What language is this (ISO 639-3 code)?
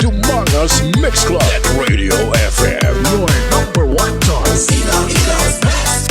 hil